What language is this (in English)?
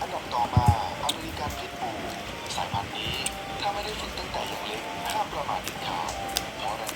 Lao